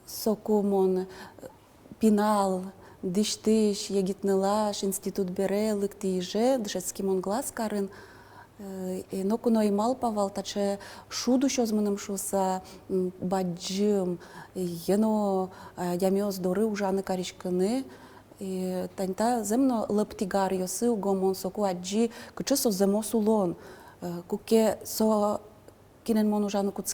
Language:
Udmurt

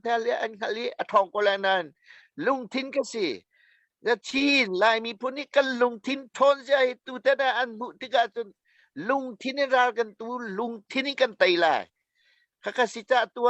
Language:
Hakha Chin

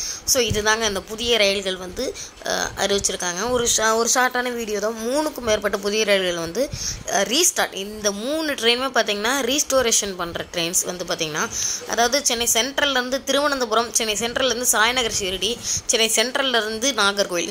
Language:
Tamil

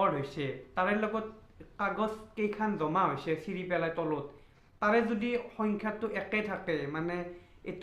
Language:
Assamese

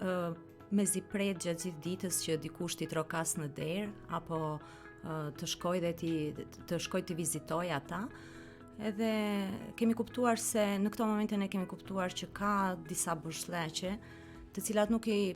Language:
Albanian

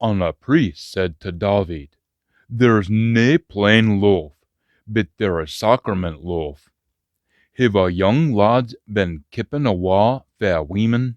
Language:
Scots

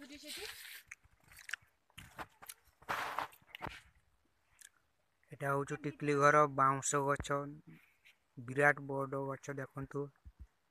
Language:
Odia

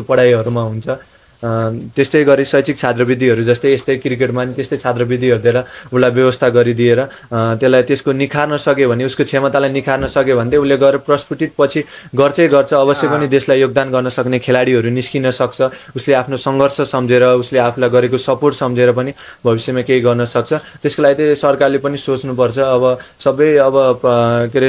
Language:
Nepali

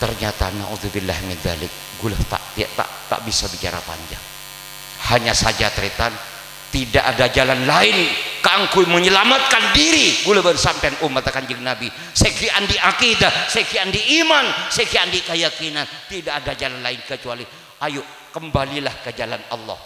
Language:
Madurese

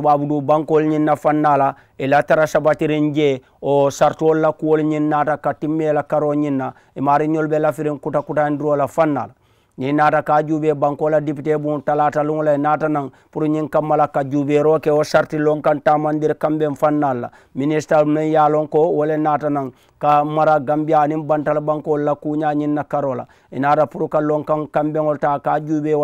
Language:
Mandingo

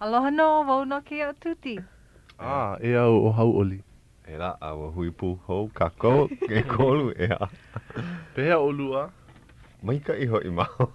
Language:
Hawaiian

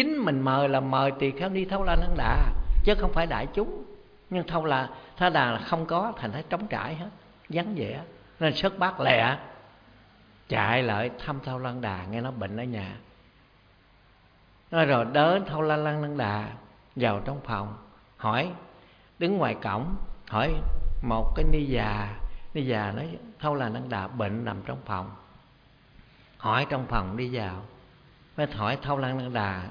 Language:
Vietnamese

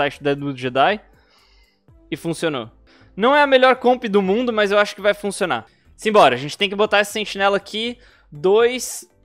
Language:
Portuguese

